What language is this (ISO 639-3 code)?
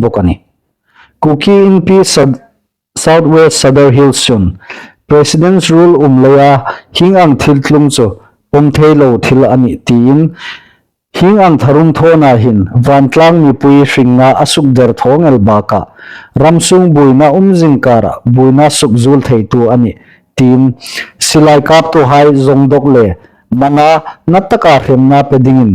hmr